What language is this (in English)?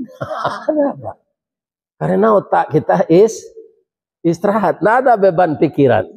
Minangkabau